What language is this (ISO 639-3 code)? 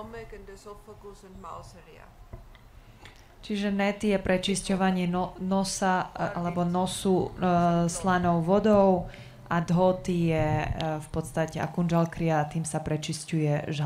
slk